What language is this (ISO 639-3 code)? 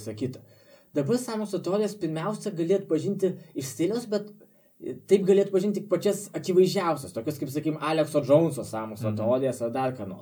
lit